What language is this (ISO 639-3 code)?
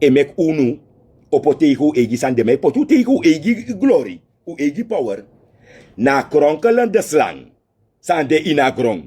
srn